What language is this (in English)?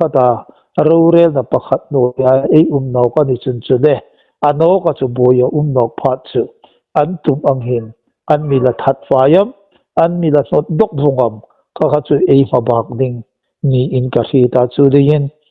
Hmar